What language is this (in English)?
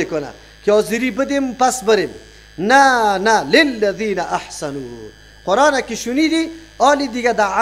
Persian